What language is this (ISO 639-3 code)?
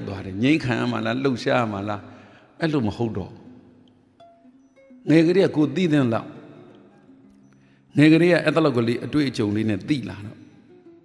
mya